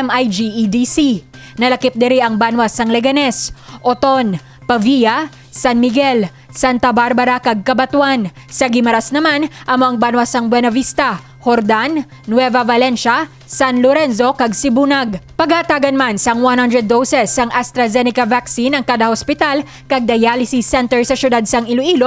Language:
Hiligaynon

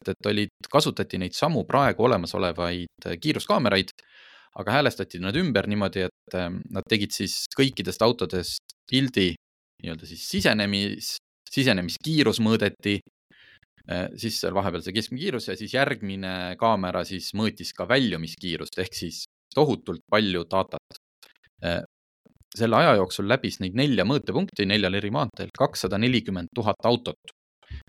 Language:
Estonian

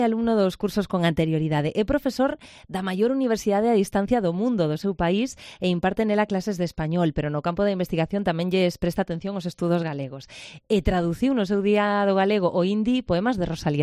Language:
Galician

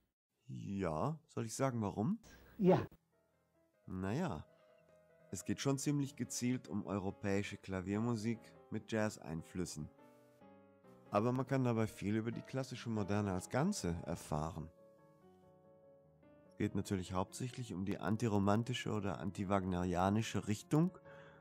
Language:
German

